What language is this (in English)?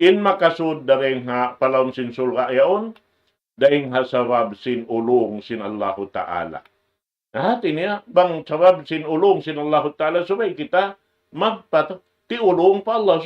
Tausug